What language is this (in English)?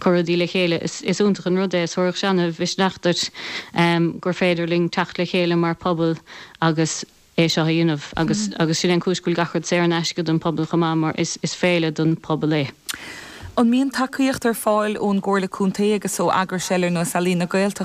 Irish